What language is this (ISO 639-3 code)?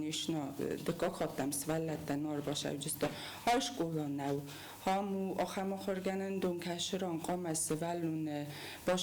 oss